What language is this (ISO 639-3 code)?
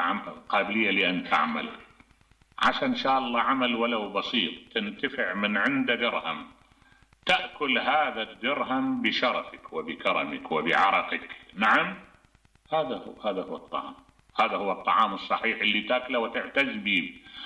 acm